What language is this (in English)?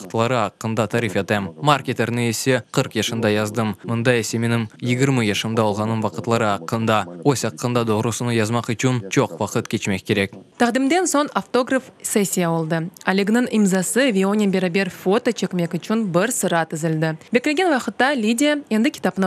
Crimean Tatar